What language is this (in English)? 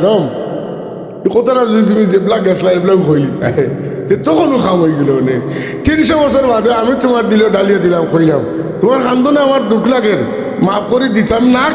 Sylheti